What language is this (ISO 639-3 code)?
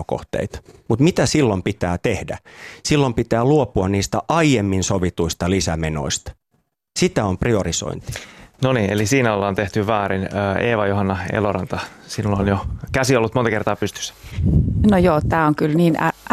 fin